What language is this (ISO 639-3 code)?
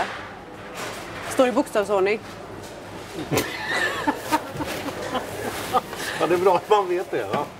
swe